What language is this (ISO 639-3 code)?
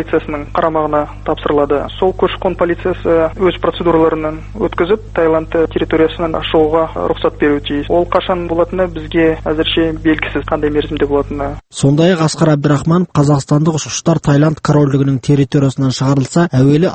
kaz